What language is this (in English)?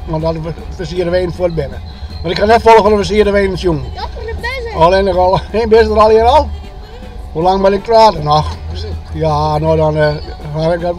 Western Frisian